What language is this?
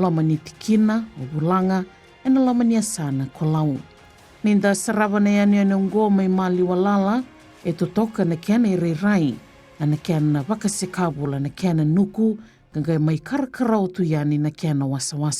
Fijian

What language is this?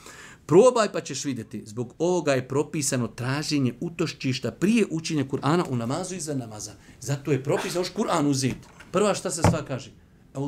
Bosnian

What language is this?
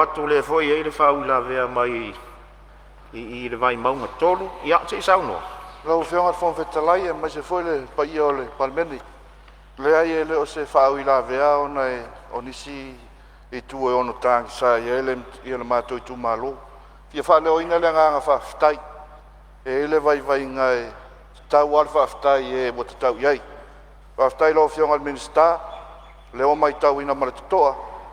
Samoan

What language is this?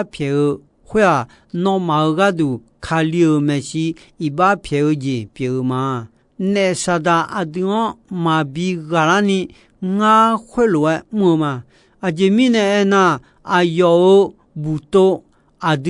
Akha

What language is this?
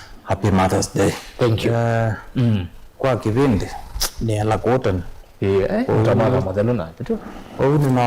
Kamba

